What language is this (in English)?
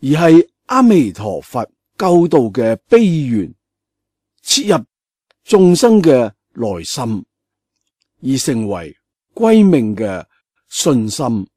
Cantonese